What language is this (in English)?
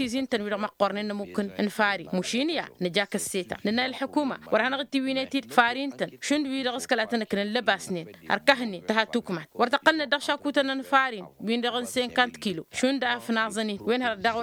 Tamasheq